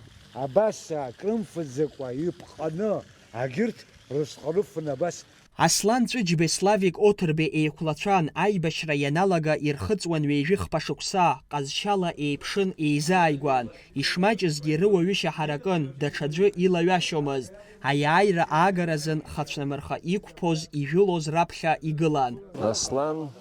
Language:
Abkhazian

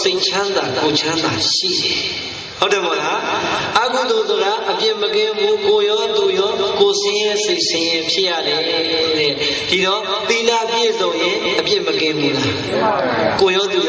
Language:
Burmese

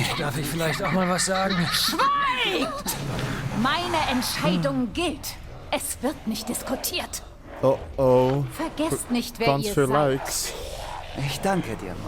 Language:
Swiss German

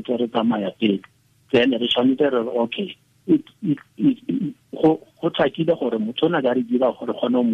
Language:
Tswana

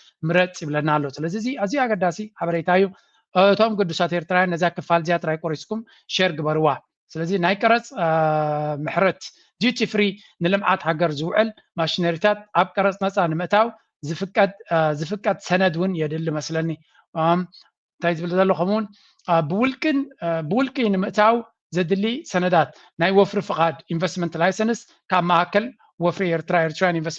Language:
Tigrinya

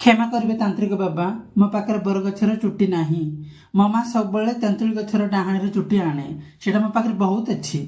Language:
Odia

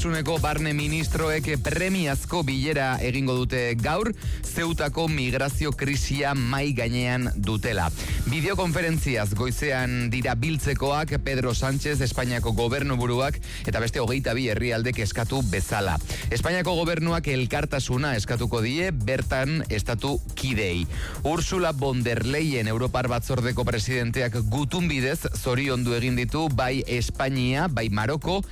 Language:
Basque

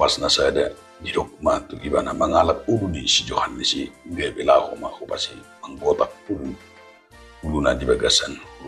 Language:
Batak Toba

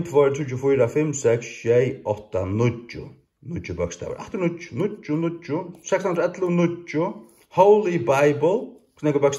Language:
Faroese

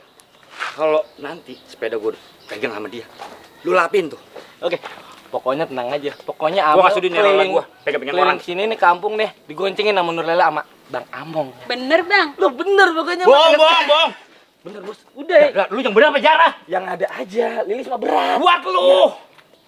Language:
Betawi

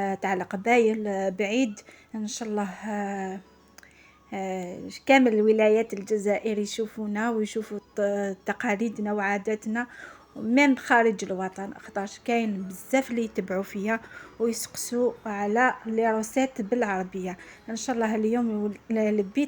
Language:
Algerian Arabic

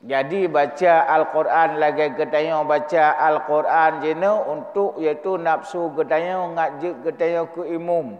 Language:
Achinese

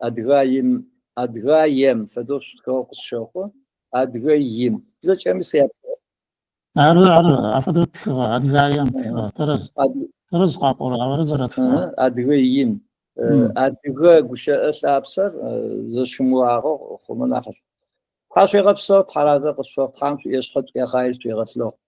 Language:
Adyghe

